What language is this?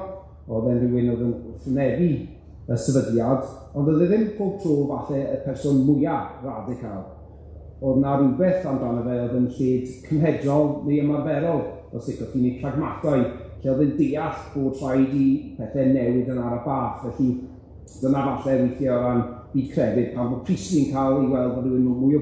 Welsh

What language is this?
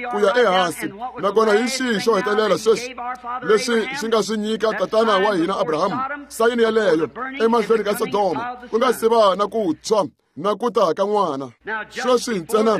Tsonga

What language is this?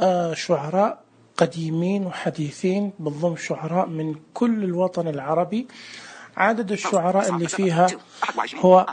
Najdi Arabic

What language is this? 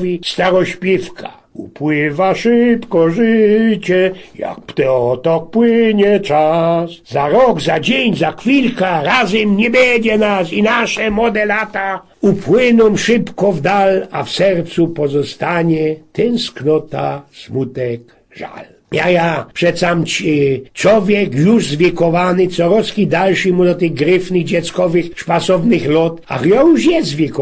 Silesian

